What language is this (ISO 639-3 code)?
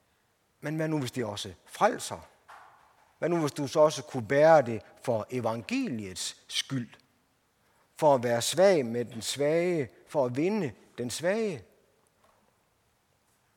dan